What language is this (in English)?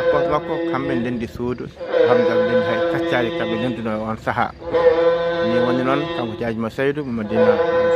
Fula